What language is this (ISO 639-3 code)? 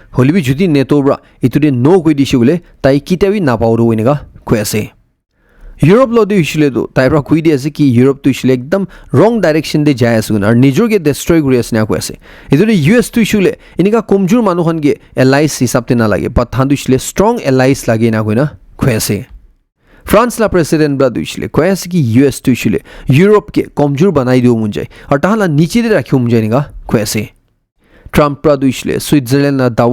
nag